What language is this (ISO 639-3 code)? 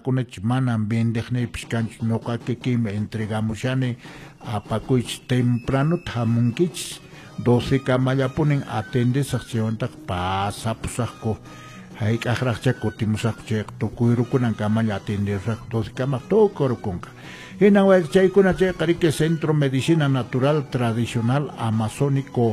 que